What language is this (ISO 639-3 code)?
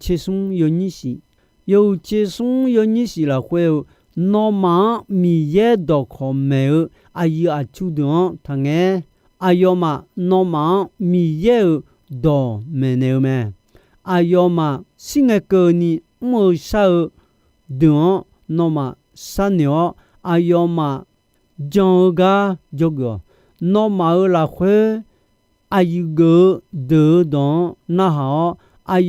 ahk